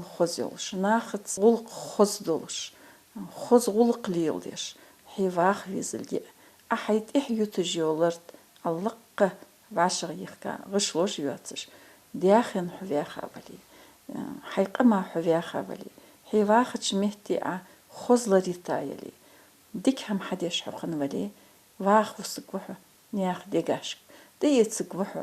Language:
Ingush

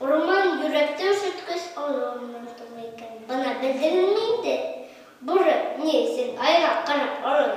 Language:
Bashkir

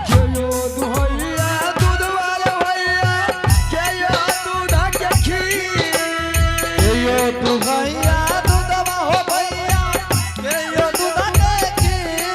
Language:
Angika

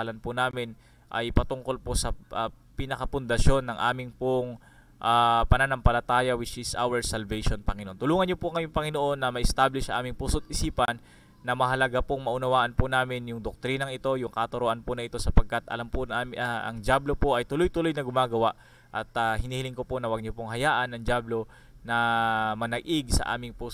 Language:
Filipino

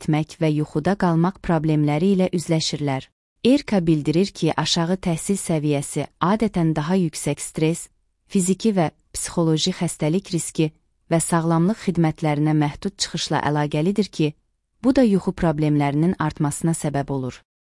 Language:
Azerbaijani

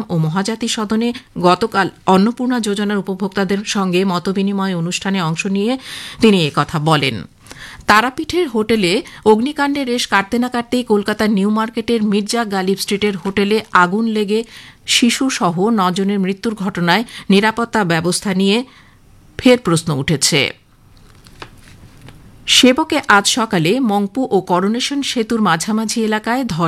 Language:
Bangla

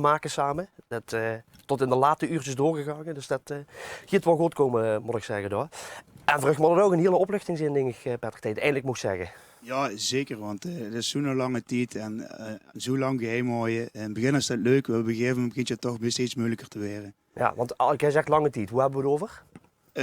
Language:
Limburgish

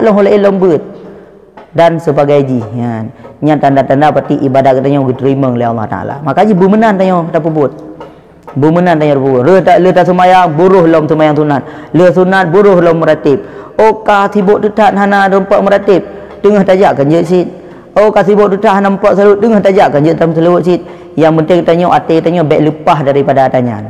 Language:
Achinese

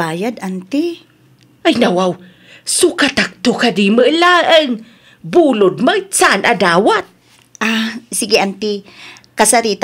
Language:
Iloko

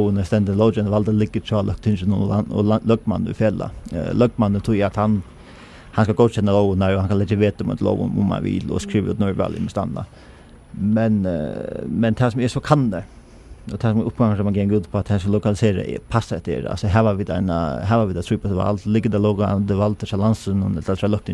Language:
Faroese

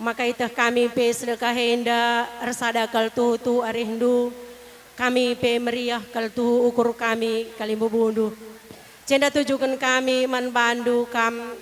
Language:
Batak Karo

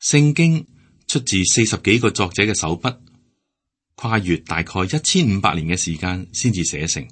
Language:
Cantonese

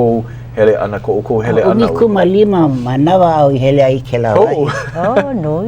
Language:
Hawaiian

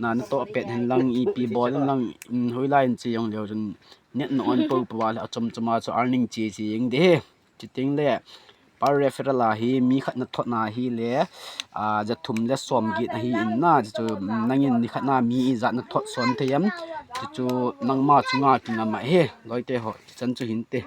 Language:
Thado Chin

